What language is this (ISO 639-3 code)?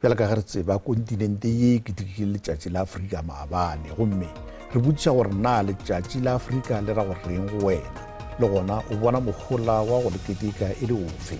nso